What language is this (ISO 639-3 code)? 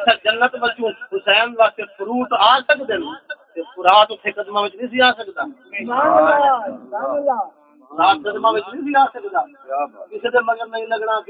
skr